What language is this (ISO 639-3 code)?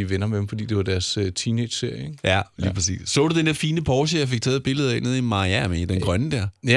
dan